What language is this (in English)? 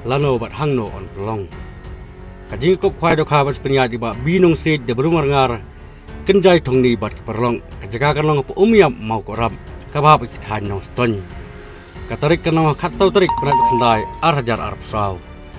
Khasi